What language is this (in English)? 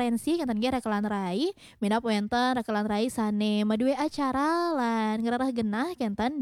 Balinese